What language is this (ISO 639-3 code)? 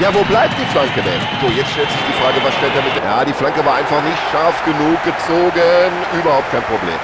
bar